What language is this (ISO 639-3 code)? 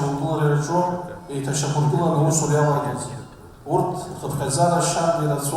abk